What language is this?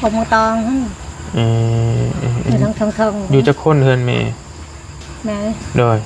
Northeastern Thai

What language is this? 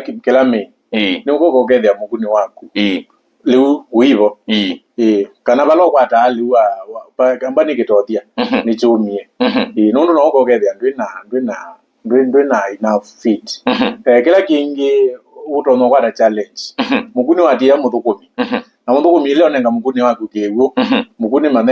Kamba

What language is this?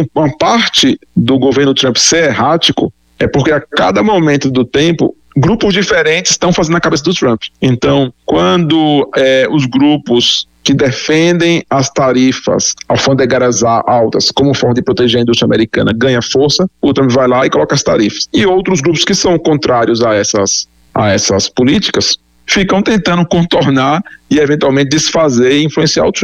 Portuguese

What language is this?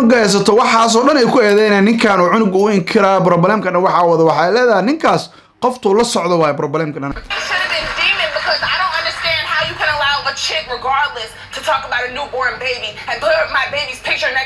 Somali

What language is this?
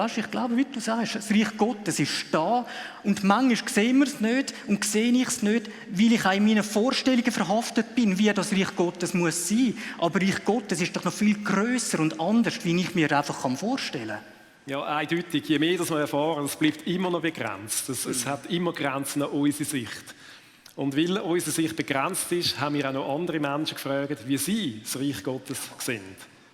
Swiss German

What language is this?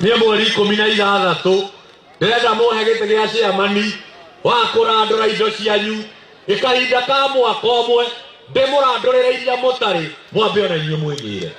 Kikuyu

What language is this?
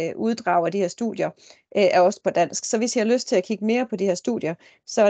Danish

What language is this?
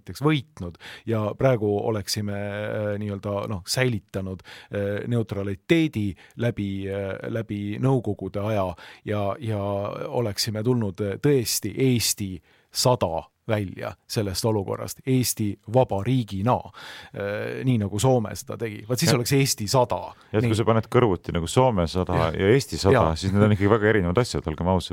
Estonian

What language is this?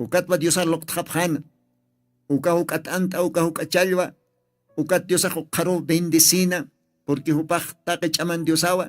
Aymara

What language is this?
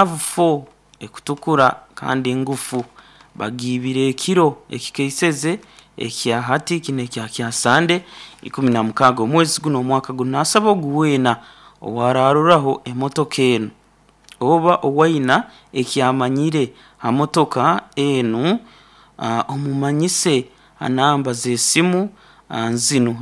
Nyoro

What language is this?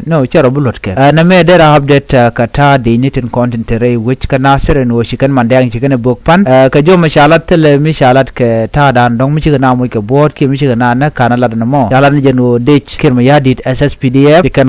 Nuer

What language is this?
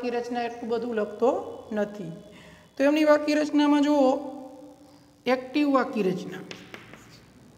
Gujarati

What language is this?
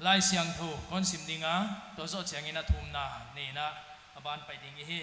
Paite Chin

